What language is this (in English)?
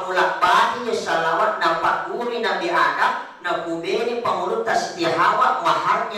Buginese